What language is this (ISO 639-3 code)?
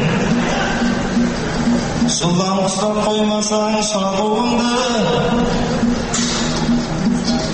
kaz